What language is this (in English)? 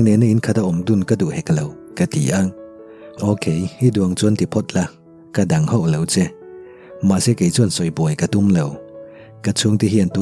Mizo